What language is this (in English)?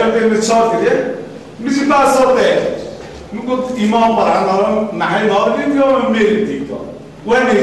Kurdish